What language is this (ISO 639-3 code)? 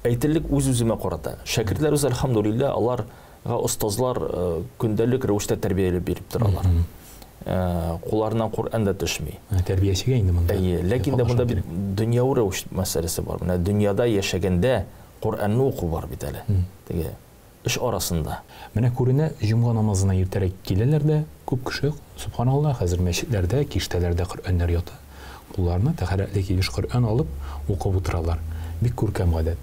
tat